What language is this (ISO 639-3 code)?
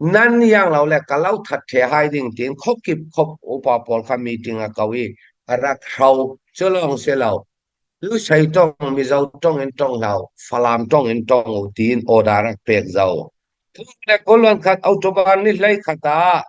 cfm